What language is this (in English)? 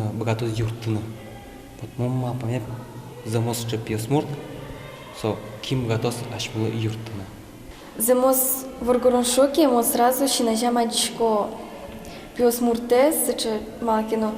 Udmurt